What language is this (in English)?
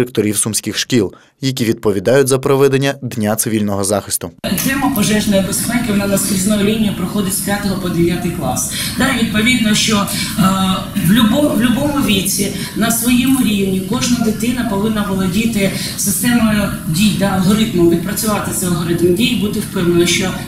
Ukrainian